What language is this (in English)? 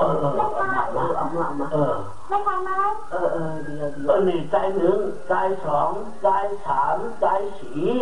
Shan